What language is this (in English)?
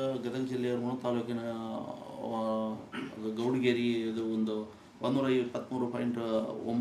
Kannada